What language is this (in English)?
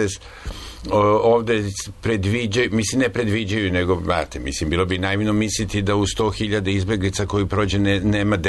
Serbian